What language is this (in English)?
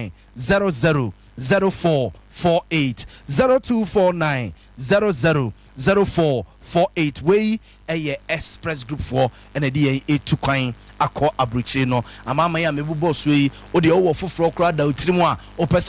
Akan